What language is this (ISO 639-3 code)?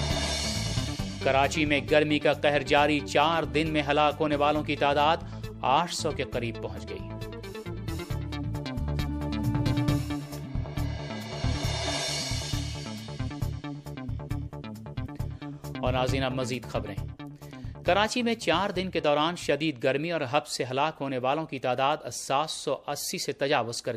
urd